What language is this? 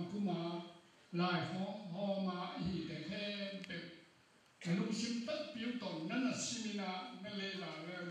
Tedim Chin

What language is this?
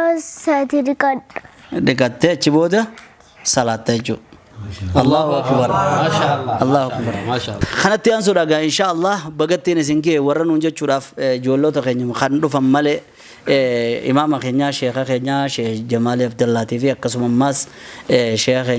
Oromo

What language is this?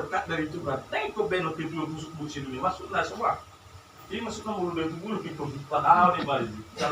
Batak Toba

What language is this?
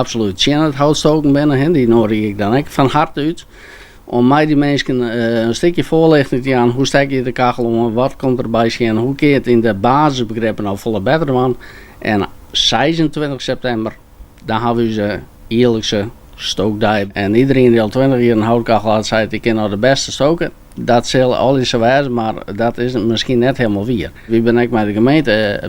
Western Frisian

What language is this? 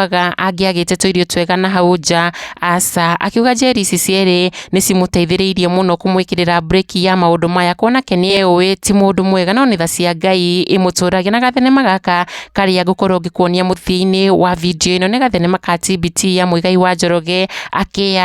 Kikuyu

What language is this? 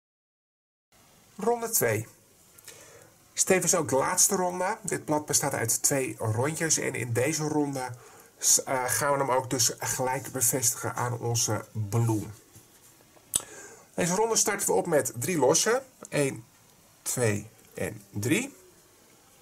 Dutch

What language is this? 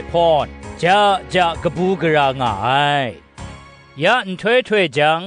Kachin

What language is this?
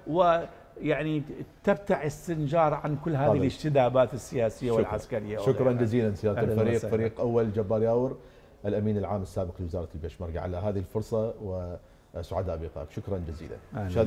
Mesopotamian Arabic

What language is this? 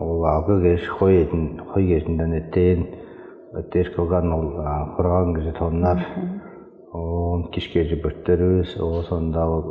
Tuvinian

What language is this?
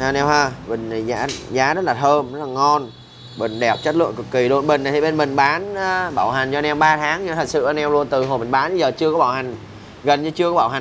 Vietnamese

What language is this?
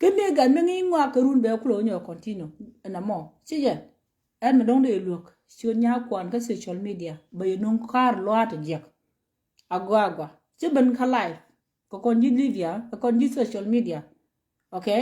Nuer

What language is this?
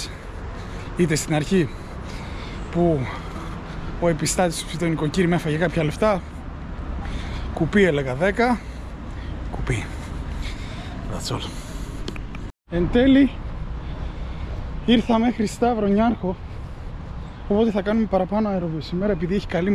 Greek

